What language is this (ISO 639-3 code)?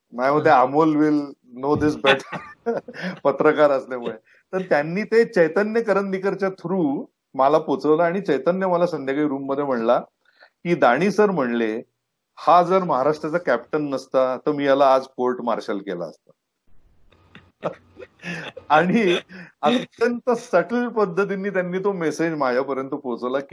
mar